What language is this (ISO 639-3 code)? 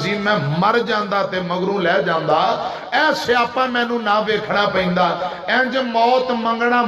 lah